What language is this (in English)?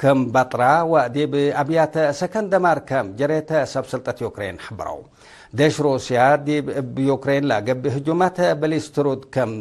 Tigre